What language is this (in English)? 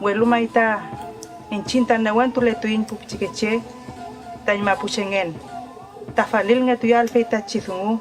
Mapuche